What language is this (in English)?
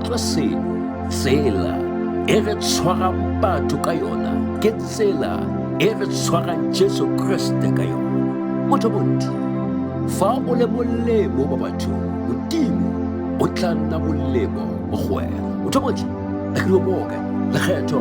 Tswana